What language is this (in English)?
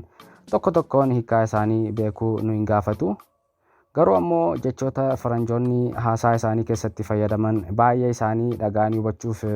Oromo